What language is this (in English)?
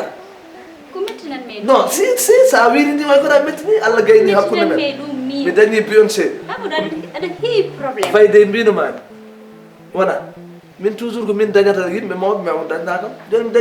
Fula